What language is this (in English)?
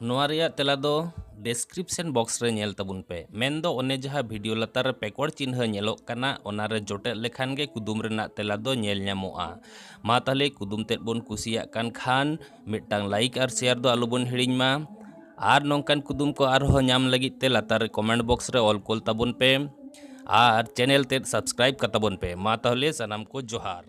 Santali